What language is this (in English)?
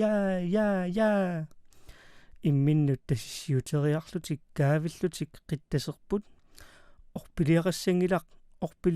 Kalaallisut